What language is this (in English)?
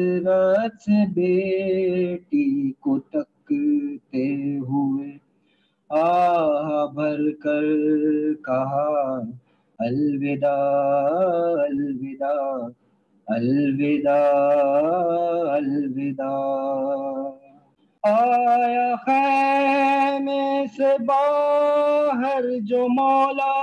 Urdu